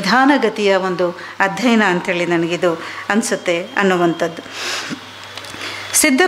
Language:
Kannada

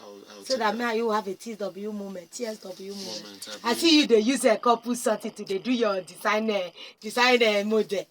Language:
Nigerian Pidgin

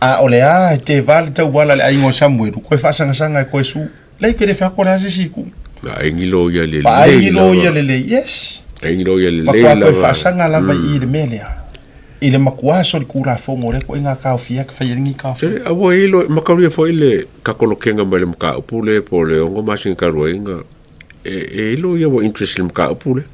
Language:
Samoan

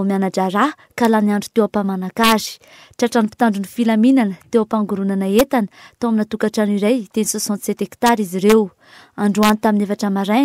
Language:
Malagasy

